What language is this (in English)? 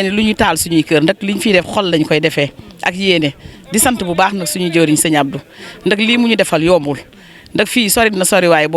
Wolof